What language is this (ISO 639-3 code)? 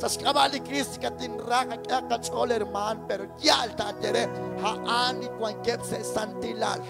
kek